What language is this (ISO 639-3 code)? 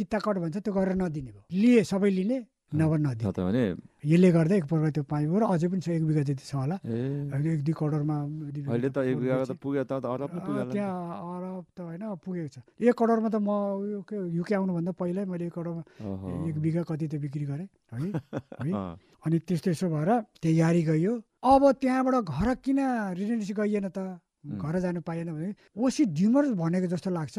nep